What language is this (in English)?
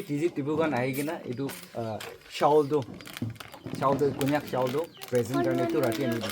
Naga Pidgin